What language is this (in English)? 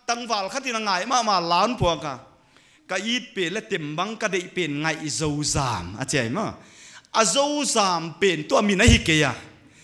Paite Chin